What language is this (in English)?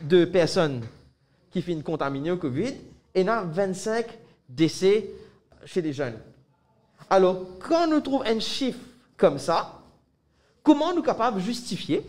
Morisyen